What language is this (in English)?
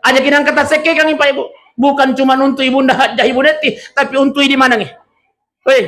Buginese